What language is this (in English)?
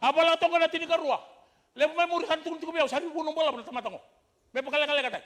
Fijian